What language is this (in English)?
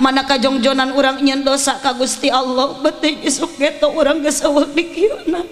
Sundanese